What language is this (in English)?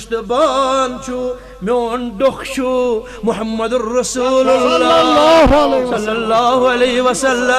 Kashmiri